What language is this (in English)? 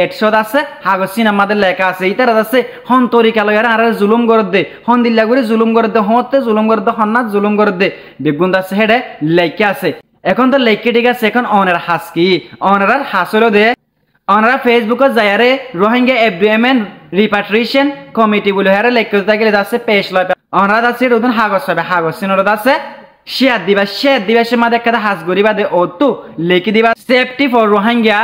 Rohingya